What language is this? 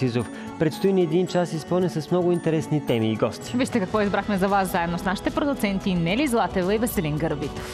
Bulgarian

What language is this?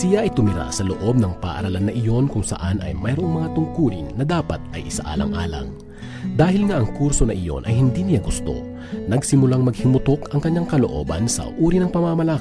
Filipino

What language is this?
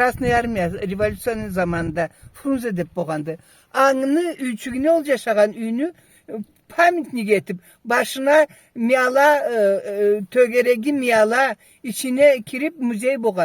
Karachay-Balkar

